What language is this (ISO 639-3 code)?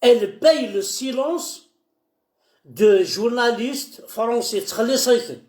kab